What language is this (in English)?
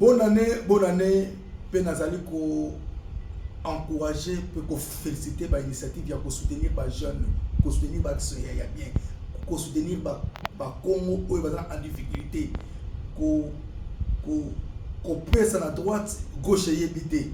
Lingala